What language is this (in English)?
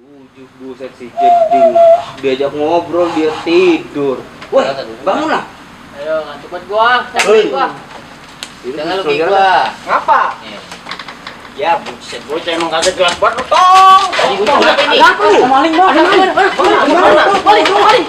Betawi